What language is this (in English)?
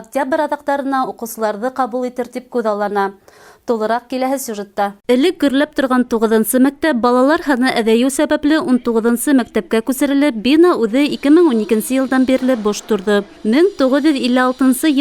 Bashkir